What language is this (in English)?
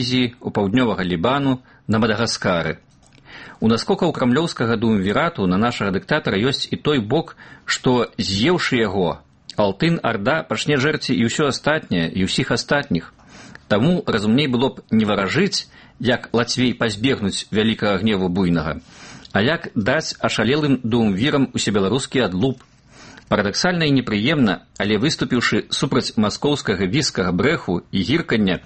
Belarusian